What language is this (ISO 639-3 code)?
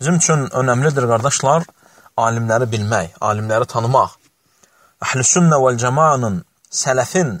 aze